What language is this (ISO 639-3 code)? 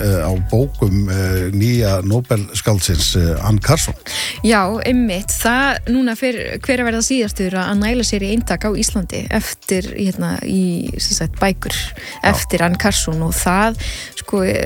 isl